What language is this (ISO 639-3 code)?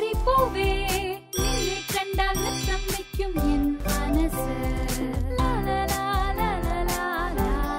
mal